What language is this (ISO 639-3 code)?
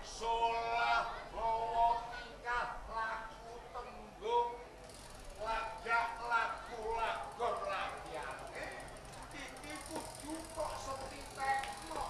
jav